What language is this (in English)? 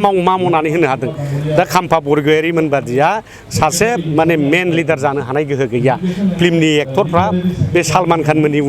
Bodo